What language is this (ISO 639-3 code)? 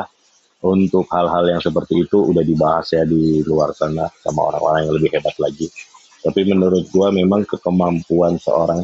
ind